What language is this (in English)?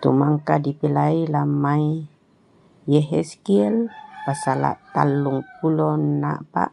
Toraja-Sa'dan